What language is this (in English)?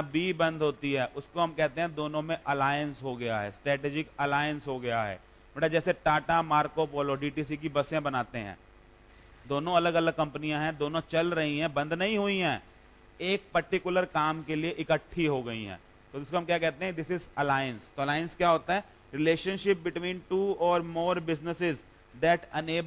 Hindi